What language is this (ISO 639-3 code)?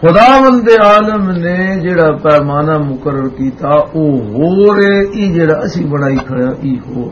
lah